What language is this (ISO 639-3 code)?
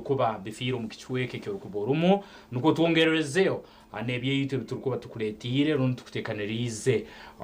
nyn